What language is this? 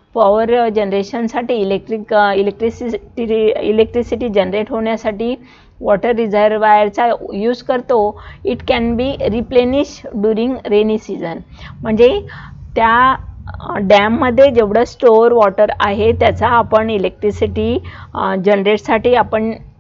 Marathi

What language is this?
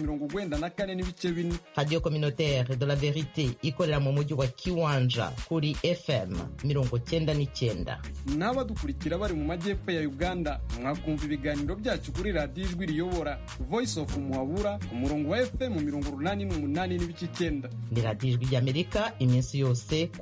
Kinyarwanda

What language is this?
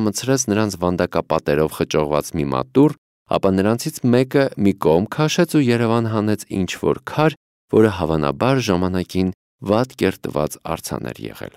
Armenian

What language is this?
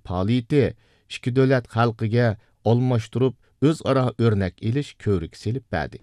Uyghur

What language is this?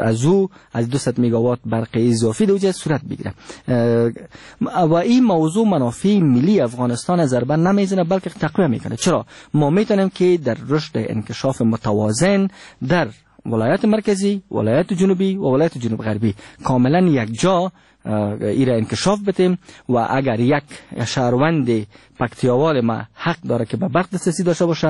Persian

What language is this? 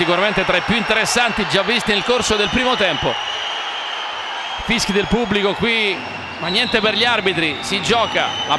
Italian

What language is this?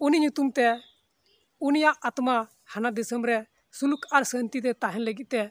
Santali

